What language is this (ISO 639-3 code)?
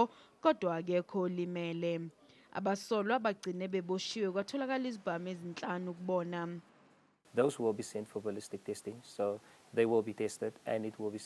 zul